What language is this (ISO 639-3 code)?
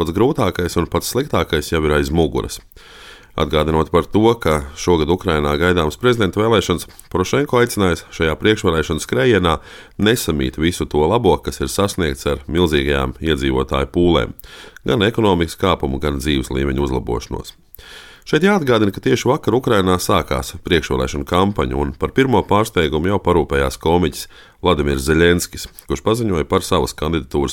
lav